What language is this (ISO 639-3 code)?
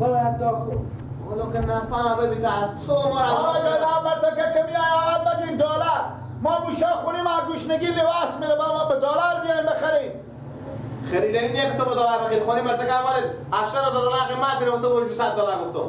fas